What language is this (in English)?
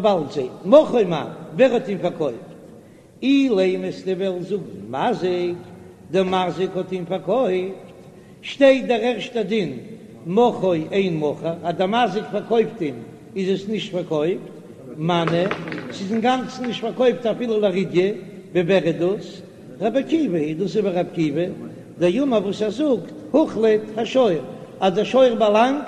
Yiddish